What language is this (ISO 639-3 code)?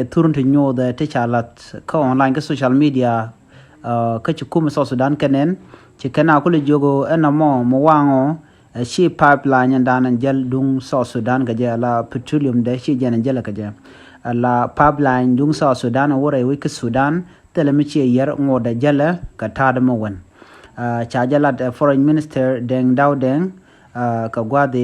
nus